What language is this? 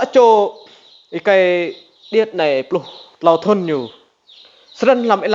Rade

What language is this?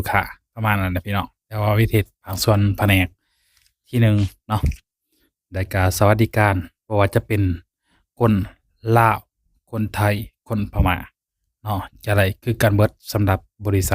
Lao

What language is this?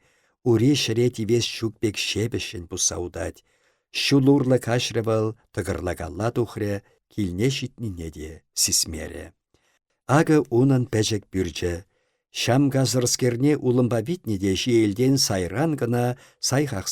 Chuvash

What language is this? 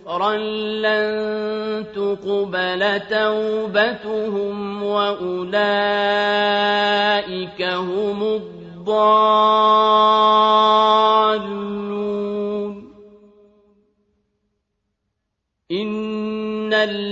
Arabic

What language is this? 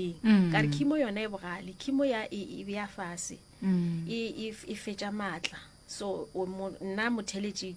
Northern Sotho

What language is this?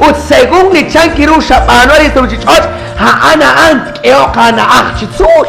Kekchí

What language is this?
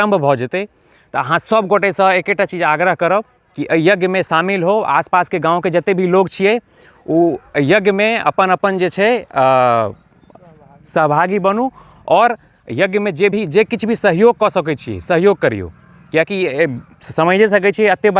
Maithili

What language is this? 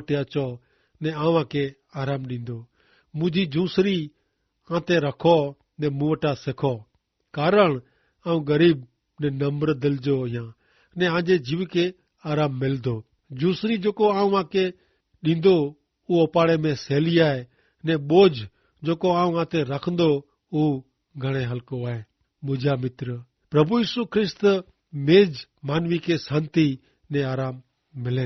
Kachhi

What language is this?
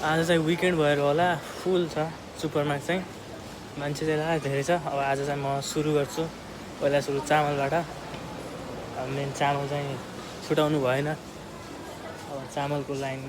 Nepali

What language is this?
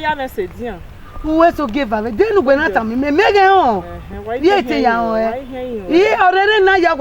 Bini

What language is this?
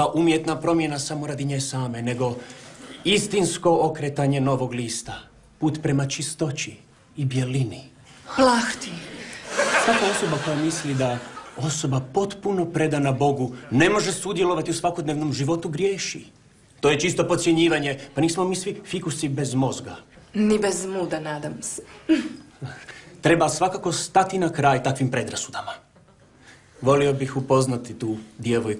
Croatian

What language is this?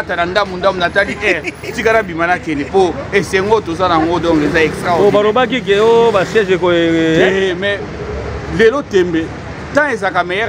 Lingala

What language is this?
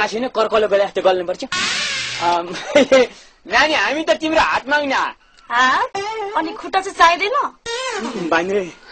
Nepali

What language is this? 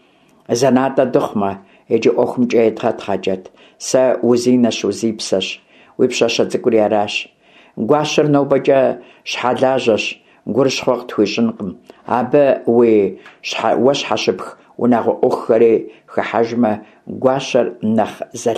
Kabardian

